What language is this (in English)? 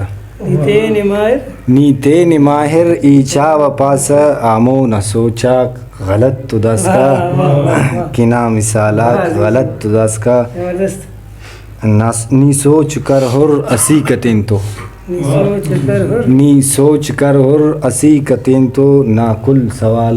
Brahui